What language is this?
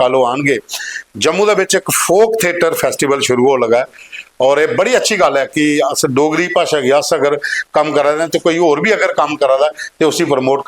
Dogri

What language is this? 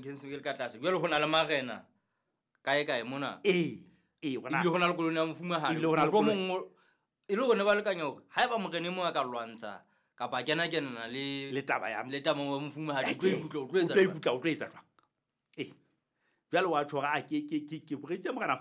Southern Sotho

